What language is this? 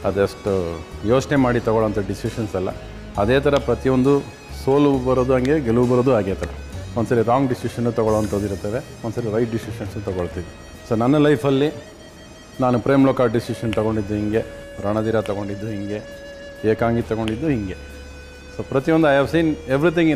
Kannada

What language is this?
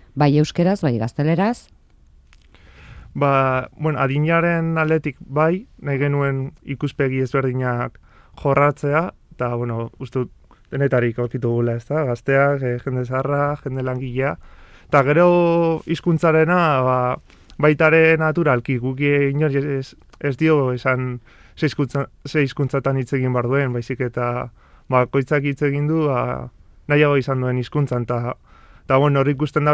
Basque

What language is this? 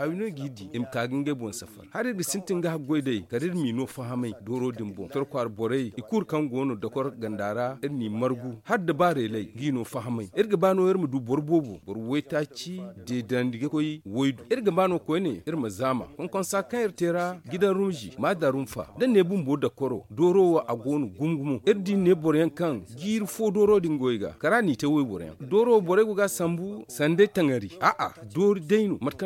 Zarma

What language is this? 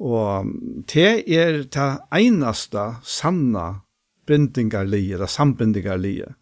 Faroese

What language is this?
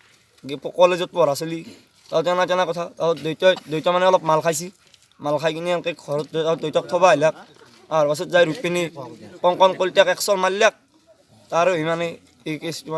Assamese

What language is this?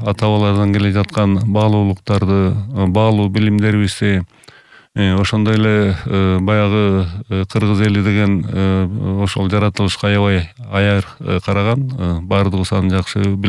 Kyrgyz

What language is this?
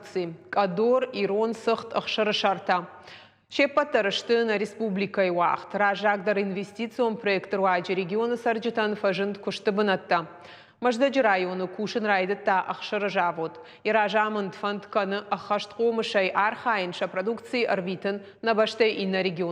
Ossetic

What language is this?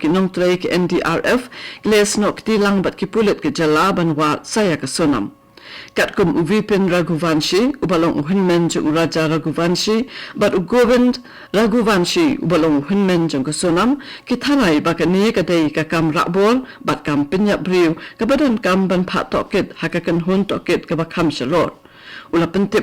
Khasi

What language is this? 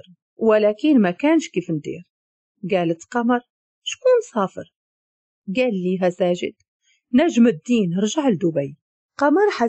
Moroccan Arabic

